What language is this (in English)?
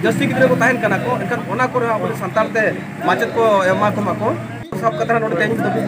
Santali